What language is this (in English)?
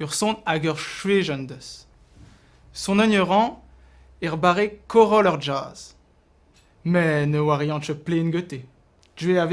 Breton